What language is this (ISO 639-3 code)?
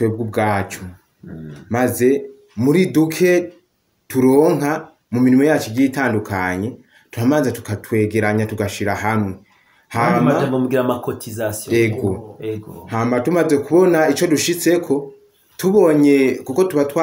run